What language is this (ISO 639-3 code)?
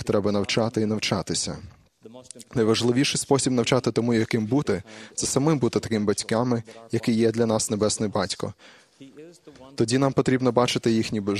ukr